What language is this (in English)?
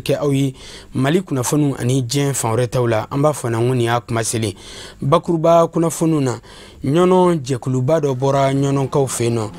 Bambara